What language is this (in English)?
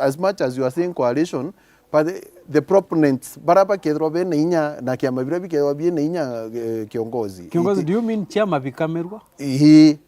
Meru